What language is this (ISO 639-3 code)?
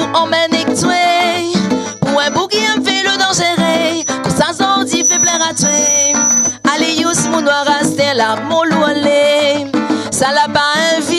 rcf